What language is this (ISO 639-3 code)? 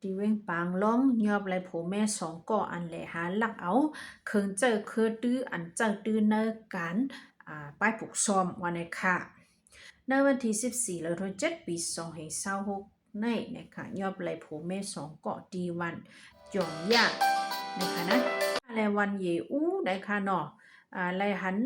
shn